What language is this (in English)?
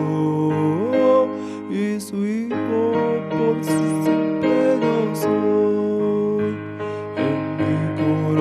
Aymara